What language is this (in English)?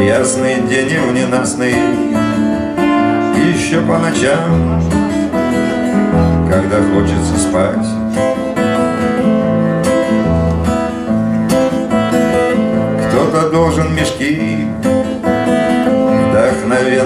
Russian